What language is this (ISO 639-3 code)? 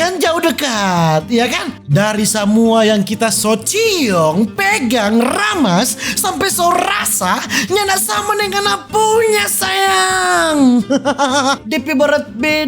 xmm